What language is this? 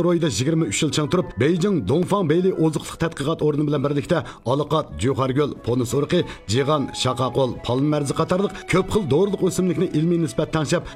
Uyghur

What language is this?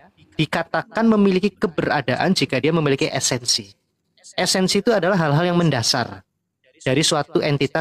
Indonesian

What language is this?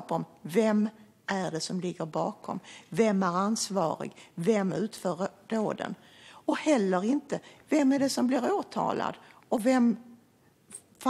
Swedish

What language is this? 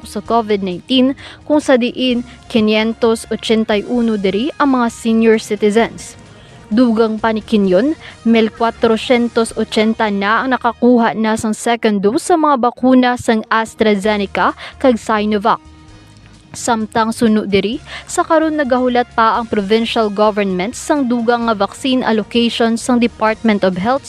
Hiligaynon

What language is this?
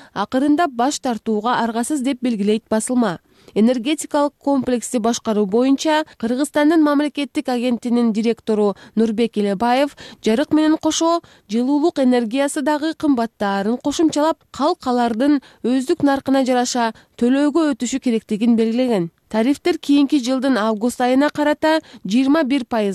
Kyrgyz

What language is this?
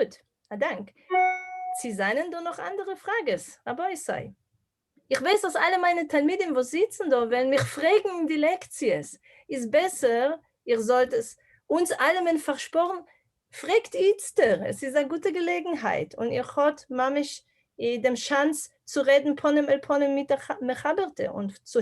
Yiddish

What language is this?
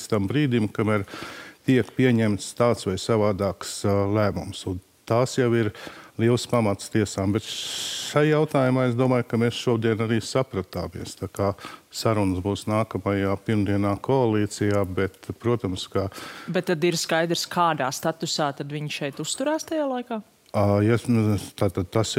Latvian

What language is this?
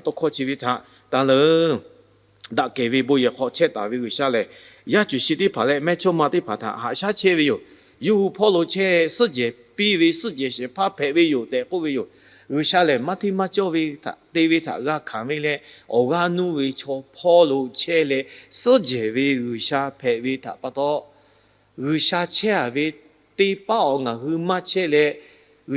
Lahu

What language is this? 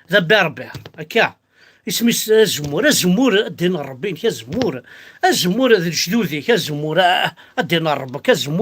Kabyle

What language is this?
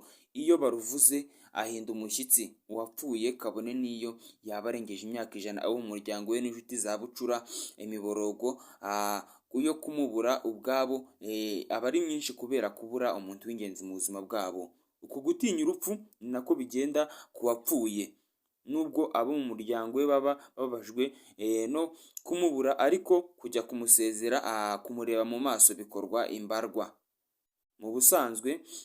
Kinyarwanda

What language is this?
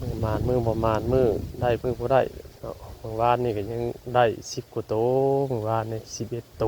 Northeastern Thai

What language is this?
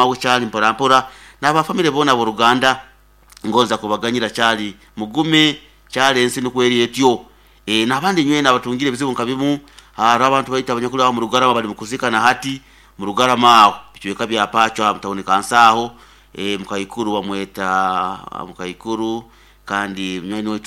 Nyankole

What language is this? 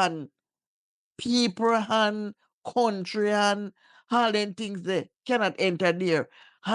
Jamaican Creole English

